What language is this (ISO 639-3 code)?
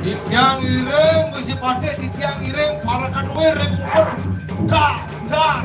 ban